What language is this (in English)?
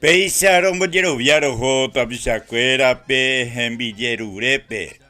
Guarani